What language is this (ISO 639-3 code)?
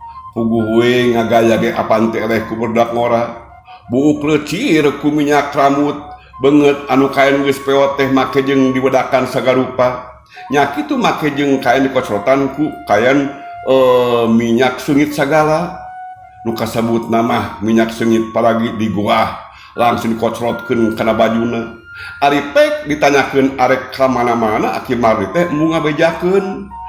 sun